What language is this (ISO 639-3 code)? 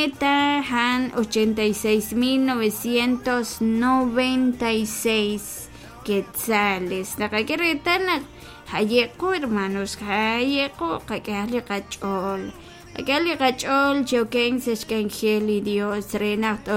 kek